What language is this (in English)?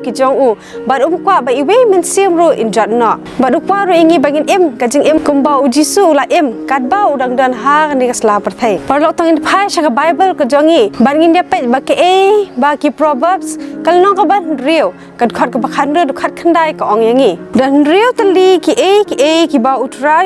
Khasi